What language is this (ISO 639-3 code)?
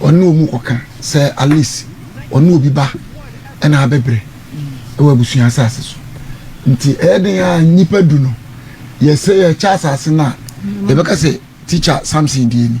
aka